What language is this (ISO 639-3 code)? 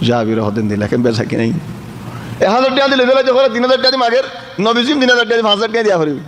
rhg